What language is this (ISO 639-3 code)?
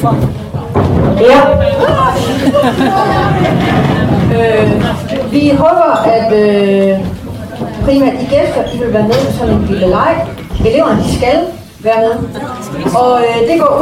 dan